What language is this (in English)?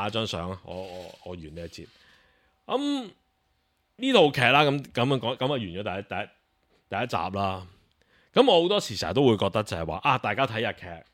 Cantonese